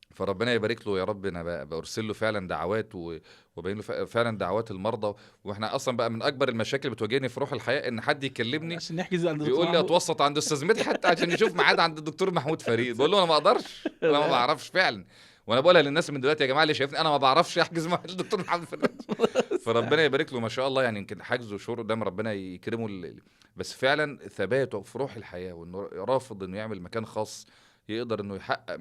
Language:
Egyptian Arabic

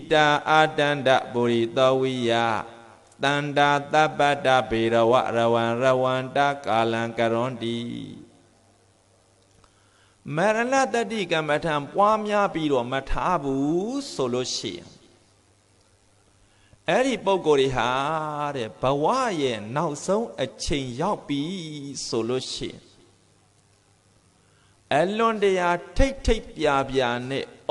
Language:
Burmese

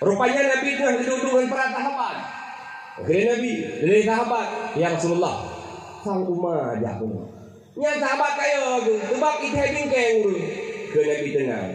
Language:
Achinese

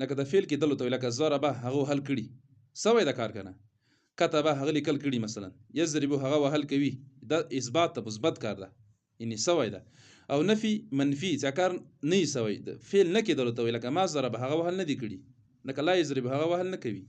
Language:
Pashto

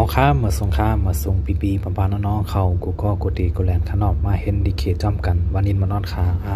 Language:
Shan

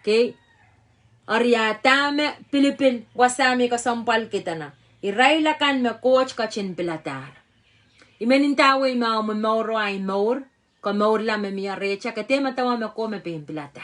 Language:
Pohnpeian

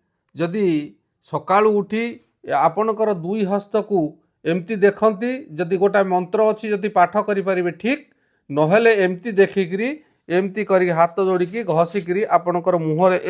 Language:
Odia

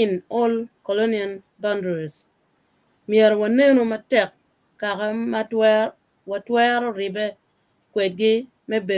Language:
Acoli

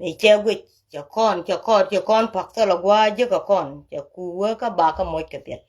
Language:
Nuer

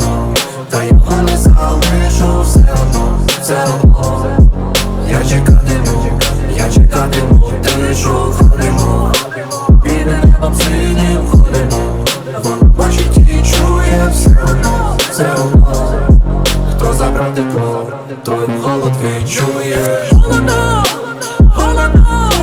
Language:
Ukrainian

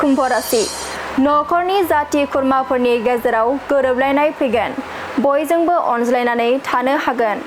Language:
Bodo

